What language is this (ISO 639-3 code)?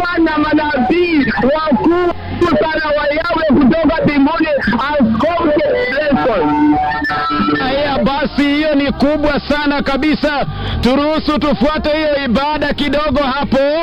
swa